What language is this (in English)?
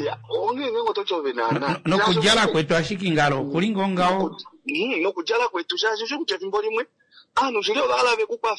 Kuanyama